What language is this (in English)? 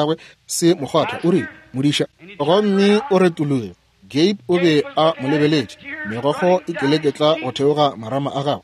Northern Sotho